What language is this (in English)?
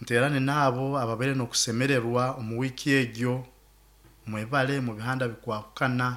Nyoro